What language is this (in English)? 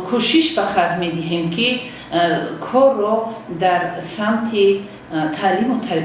Tajik